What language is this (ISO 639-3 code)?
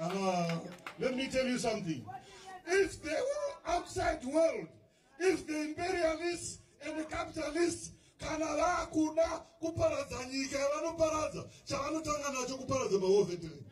sna